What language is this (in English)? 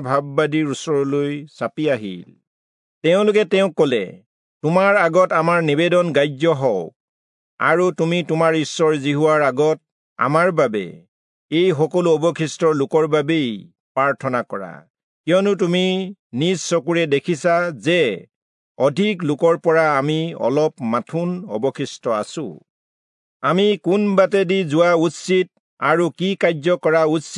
Assamese